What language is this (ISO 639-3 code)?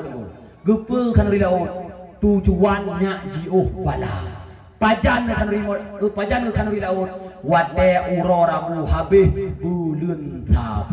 ace